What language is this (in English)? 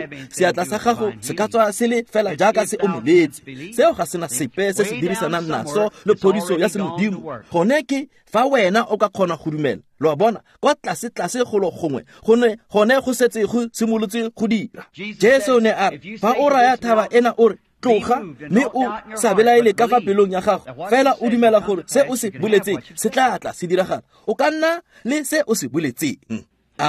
Tswana